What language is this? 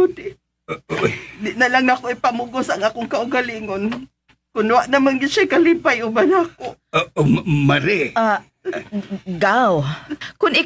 Cebuano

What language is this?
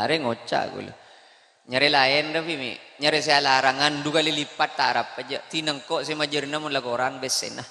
Madurese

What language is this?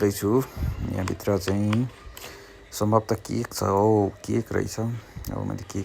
Nepali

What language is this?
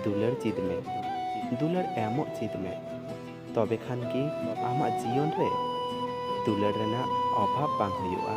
Santali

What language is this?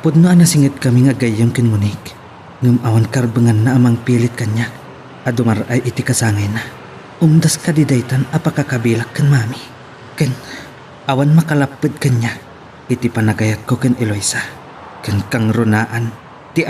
Iloko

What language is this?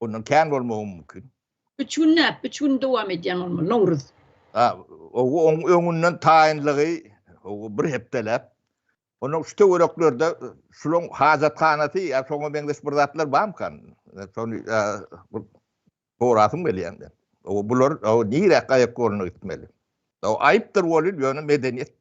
Turkmen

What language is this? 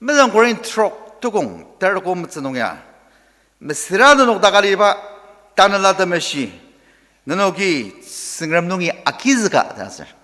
Ao Naga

